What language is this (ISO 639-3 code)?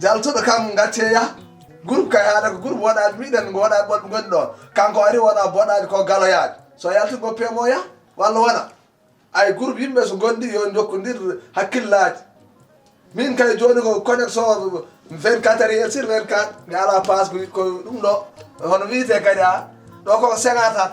ful